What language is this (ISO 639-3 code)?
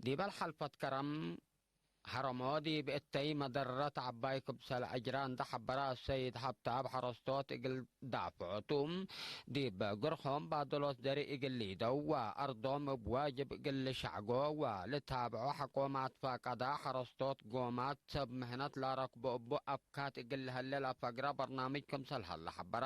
tig